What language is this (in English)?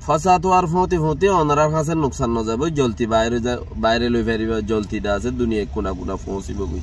Rohingya